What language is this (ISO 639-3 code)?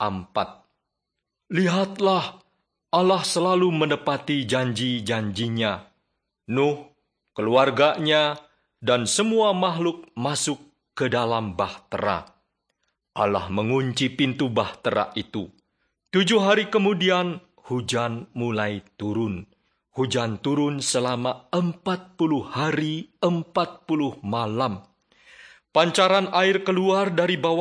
ind